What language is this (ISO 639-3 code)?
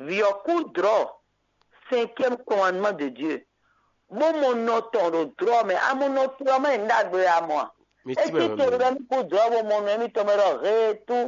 fon